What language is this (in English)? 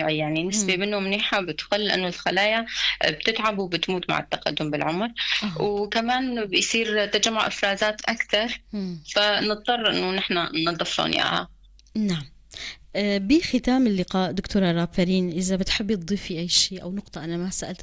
North Levantine Arabic